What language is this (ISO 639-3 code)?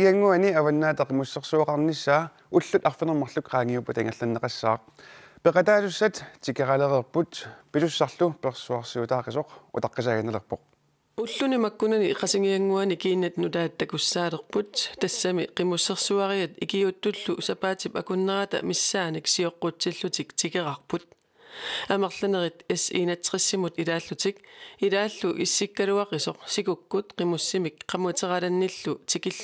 kal